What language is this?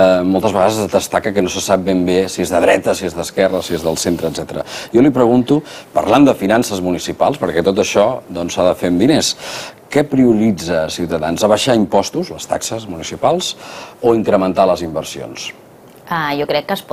Catalan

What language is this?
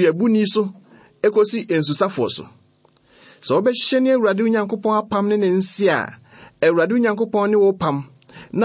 Akan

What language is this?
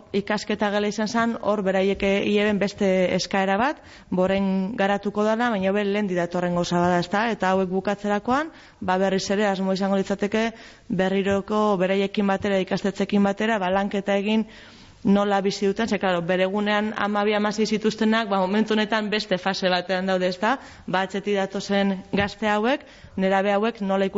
Basque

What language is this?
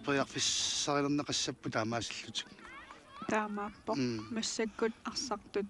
Kalaallisut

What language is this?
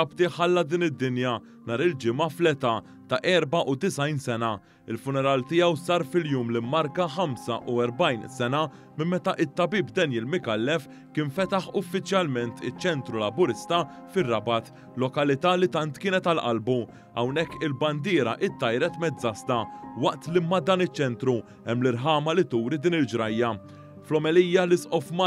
Maltese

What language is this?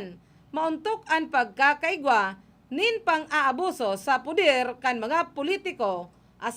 Bikol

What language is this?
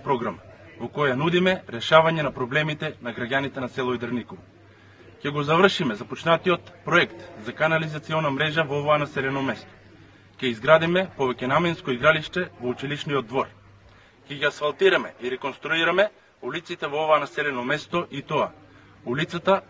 Macedonian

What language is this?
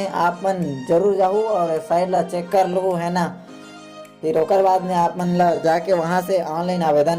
Chhattisgarhi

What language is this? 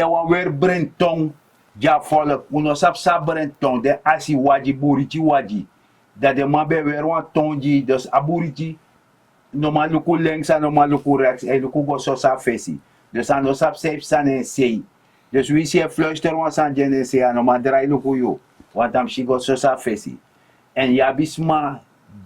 Sranan Tongo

